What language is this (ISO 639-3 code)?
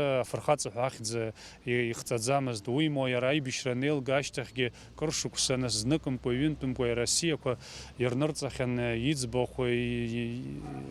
abk